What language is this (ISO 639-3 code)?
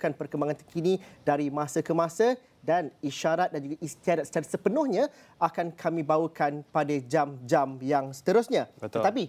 msa